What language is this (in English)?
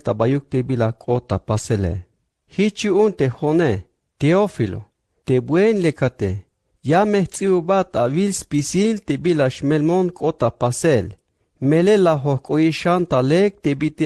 Tzeltal